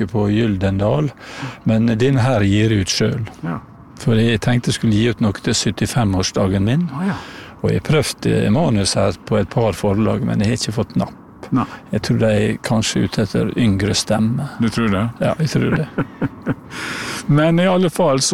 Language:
Norwegian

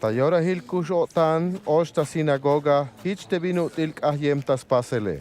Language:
Tzeltal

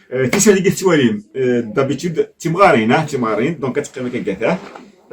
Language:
Kabyle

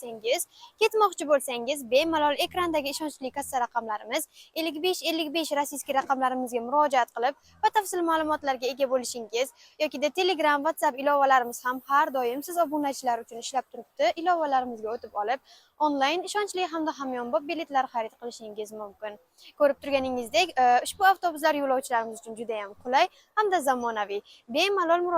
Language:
Uzbek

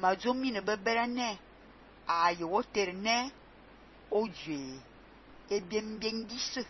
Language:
Fang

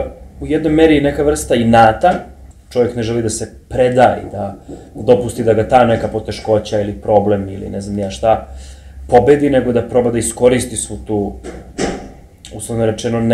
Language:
Serbian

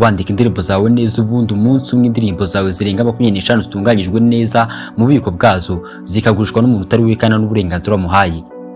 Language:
Kinyarwanda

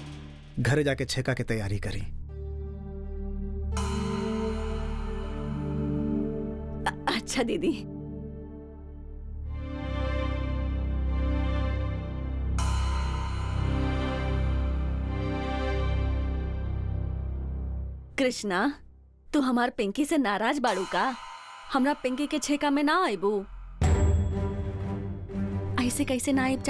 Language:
Bhojpuri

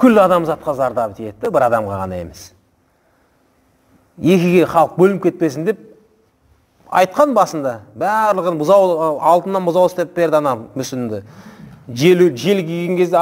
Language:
Kazakh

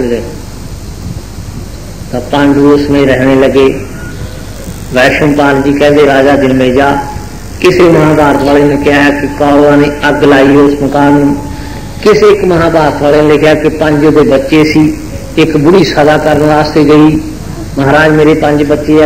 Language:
Punjabi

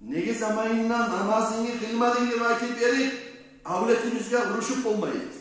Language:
Kumyk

